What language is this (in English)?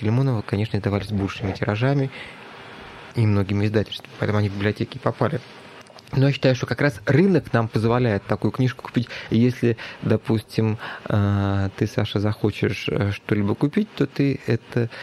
Russian